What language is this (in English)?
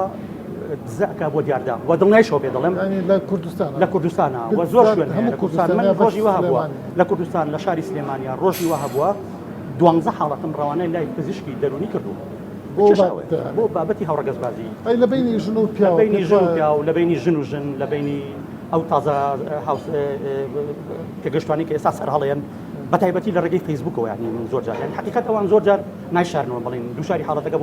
Central Kurdish